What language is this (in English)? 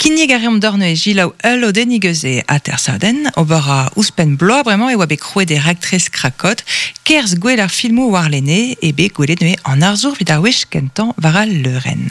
Breton